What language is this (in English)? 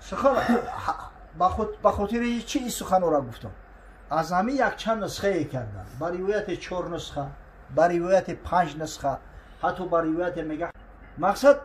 Tajik